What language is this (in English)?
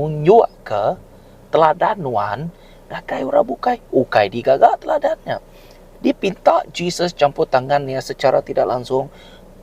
Iban